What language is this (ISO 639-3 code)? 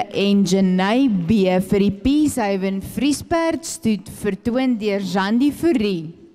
afr